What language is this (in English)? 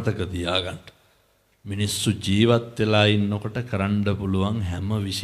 Sinhala